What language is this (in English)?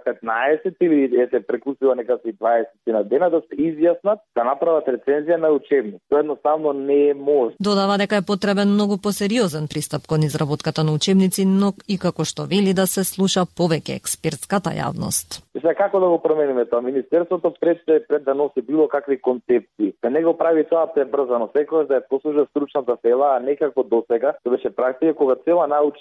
Macedonian